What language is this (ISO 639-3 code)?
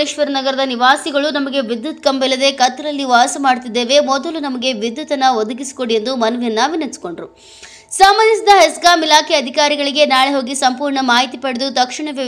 kan